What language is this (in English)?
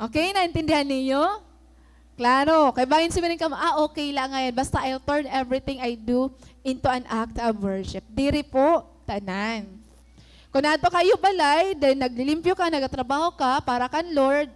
Waray